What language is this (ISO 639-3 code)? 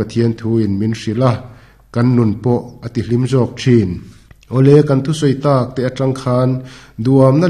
lus